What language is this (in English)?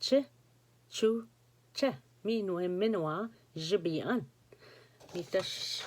Ojibwa